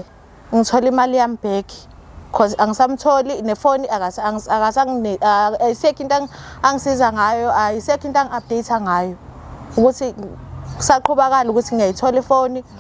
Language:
Zulu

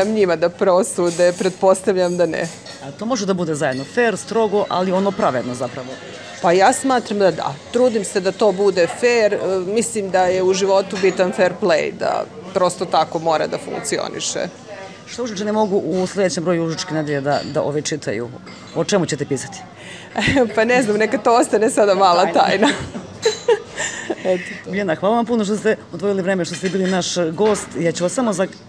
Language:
Serbian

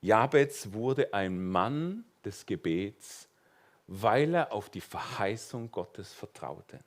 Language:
Swiss German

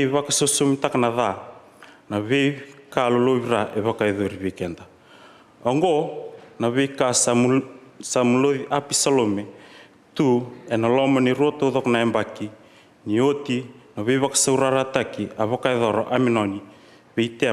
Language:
Fijian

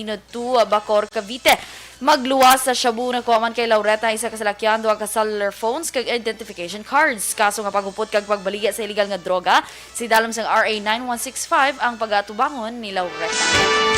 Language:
Hiligaynon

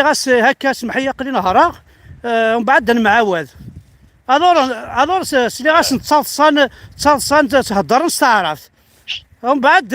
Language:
Kabyle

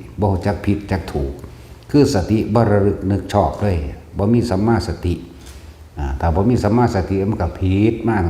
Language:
Northeastern Thai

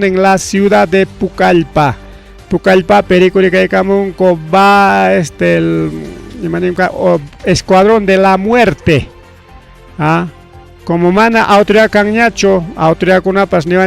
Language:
Ayacucho Quechua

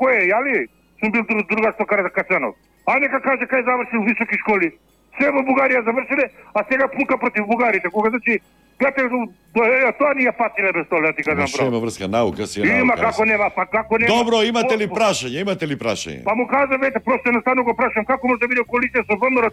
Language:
Macedonian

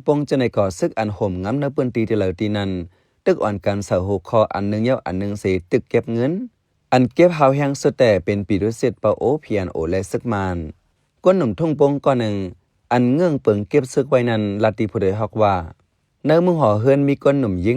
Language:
Shan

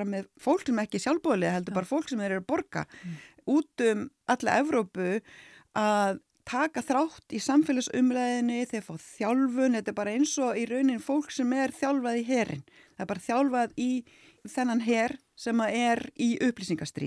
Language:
Icelandic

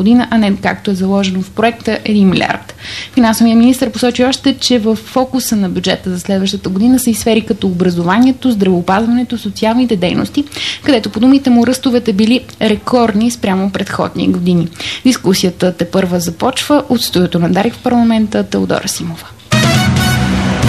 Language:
Bulgarian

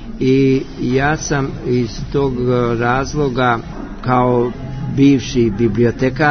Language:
Serbian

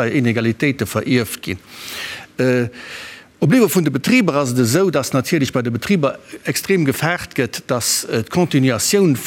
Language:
Luxembourgish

